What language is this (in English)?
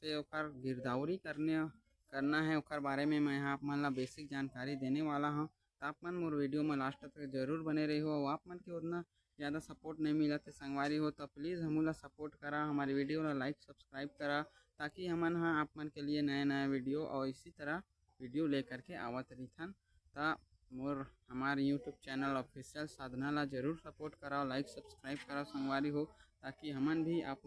Chhattisgarhi